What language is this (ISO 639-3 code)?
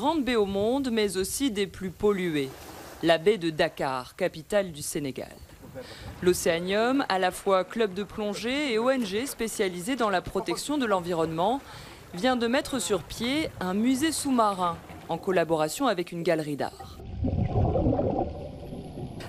fra